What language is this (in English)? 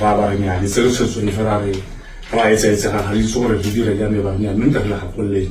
Tswana